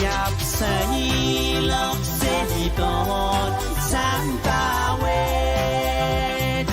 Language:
Pohnpeian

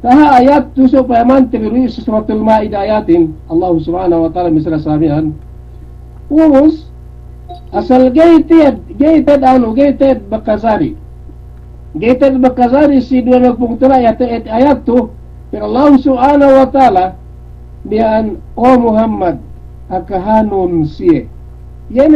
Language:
Yakan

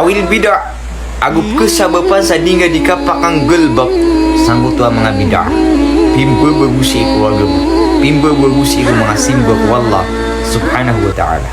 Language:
Maranao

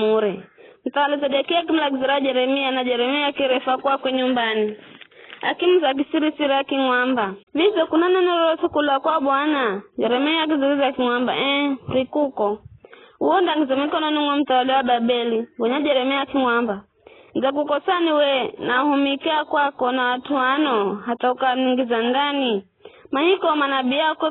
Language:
Giryama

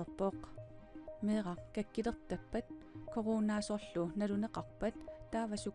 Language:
Kalaallisut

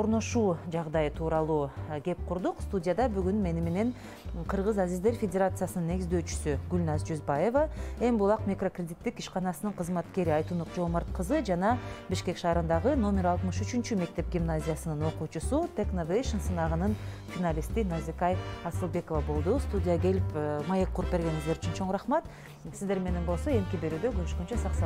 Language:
Kyrgyz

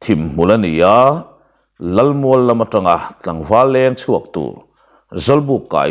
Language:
Mizo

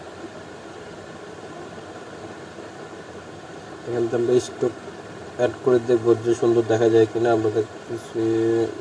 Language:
Bangla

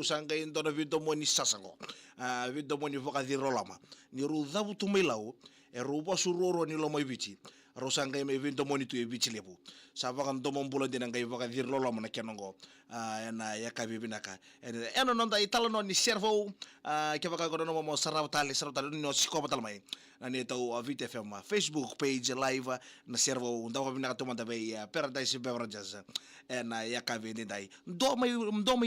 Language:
Fijian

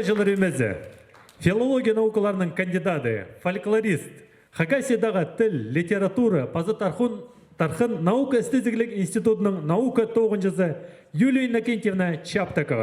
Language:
Khakas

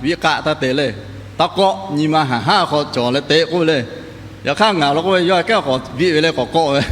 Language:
Lahu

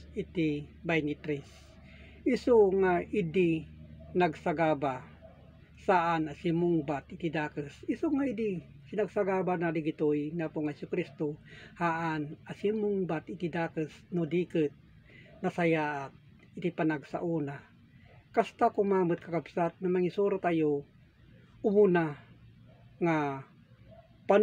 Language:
Iloko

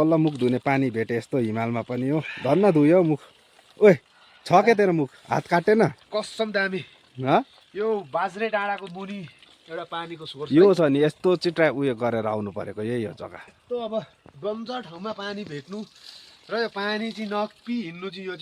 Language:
Nepali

